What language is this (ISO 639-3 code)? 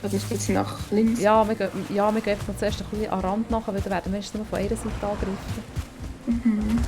gsw